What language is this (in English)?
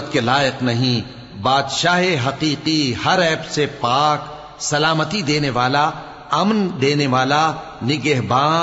Urdu